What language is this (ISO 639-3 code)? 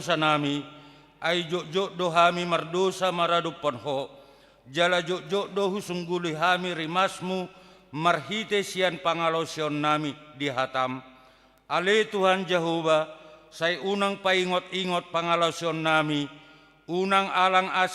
bbc